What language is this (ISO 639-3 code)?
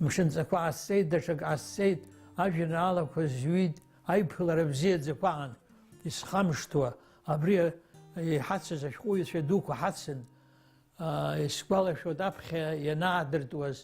abk